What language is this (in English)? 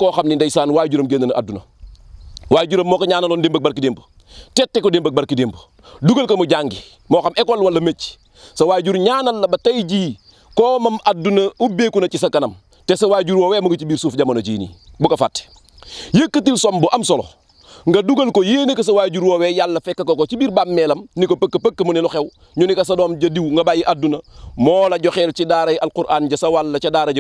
Wolof